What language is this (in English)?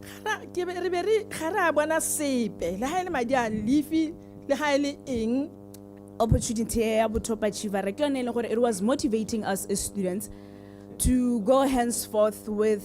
Tswana